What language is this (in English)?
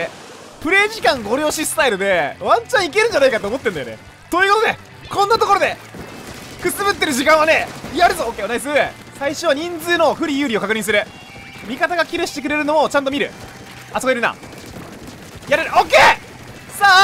Japanese